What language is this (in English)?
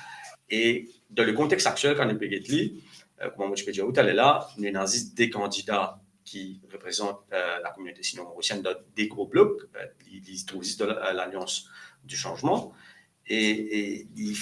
Morisyen